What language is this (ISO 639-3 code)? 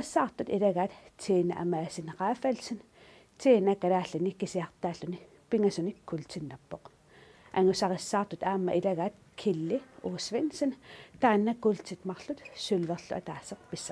kal